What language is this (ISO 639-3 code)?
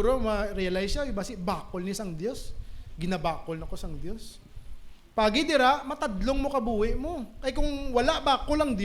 hil